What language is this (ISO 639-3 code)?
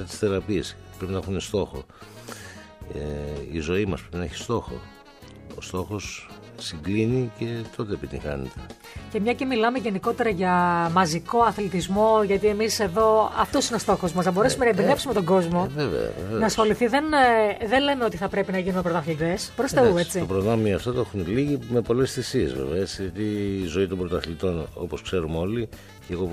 ell